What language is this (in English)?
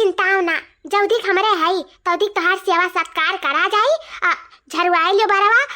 Awadhi